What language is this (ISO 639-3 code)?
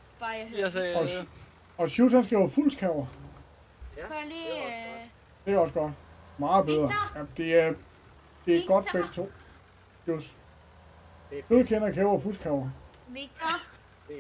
dan